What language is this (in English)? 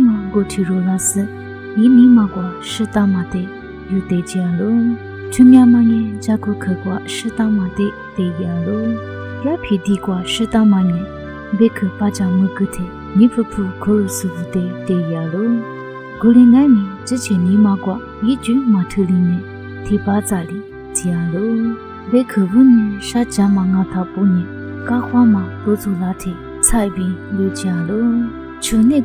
Lisu